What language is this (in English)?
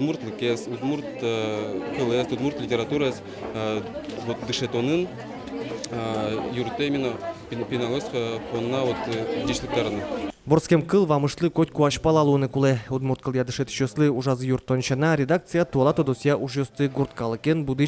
Udmurt